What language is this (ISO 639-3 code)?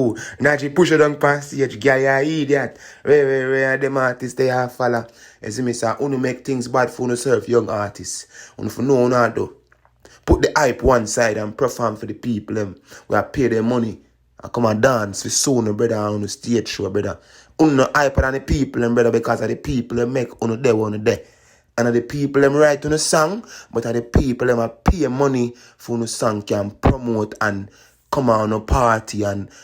jam